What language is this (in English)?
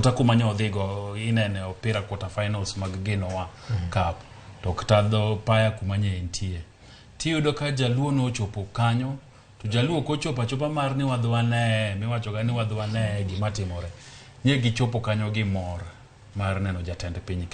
Luo (Kenya and Tanzania)